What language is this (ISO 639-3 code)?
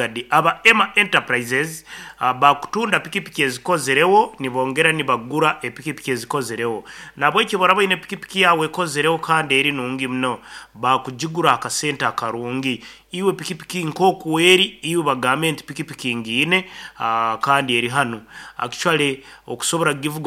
nyn